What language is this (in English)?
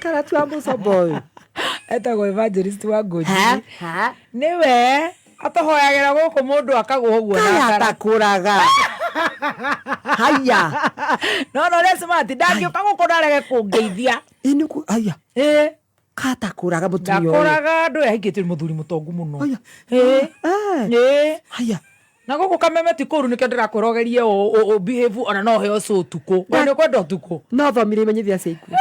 Kikuyu